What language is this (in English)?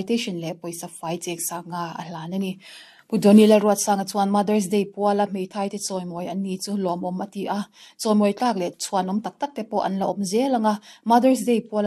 Mizo